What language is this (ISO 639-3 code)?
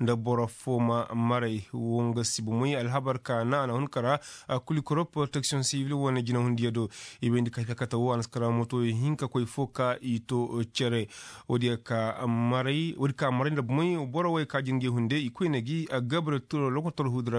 ses